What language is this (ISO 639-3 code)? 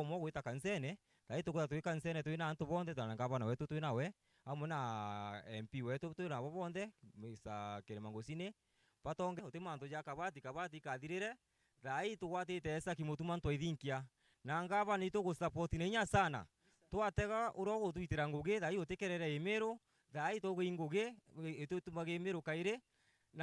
mer